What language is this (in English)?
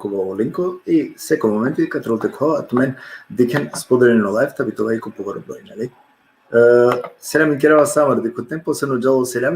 Balkan Romani